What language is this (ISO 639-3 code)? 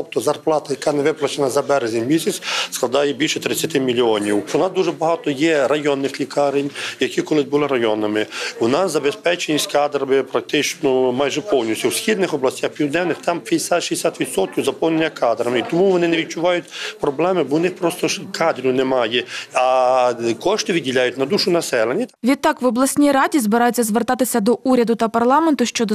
ukr